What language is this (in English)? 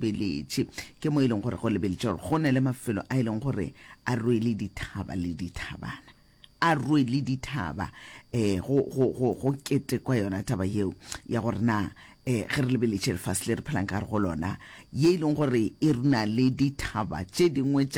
Northern Sotho